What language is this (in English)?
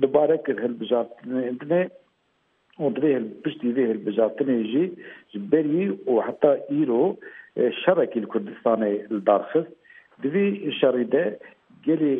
Kurdish